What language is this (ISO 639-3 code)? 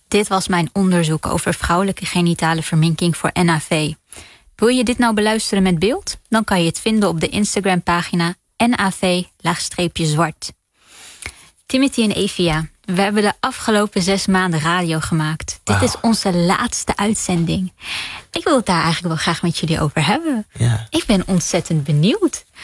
nld